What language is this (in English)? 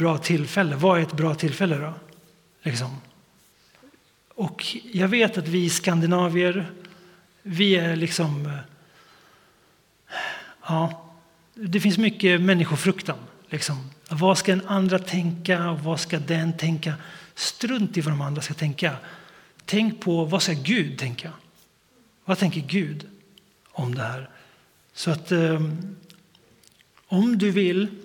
Swedish